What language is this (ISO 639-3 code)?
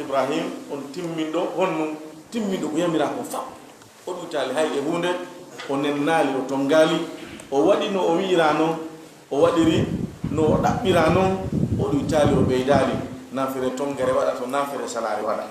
ful